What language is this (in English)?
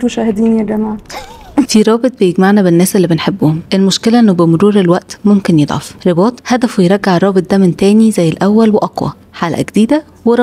Egyptian Arabic